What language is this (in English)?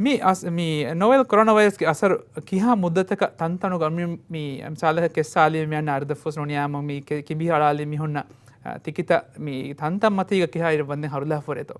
Divehi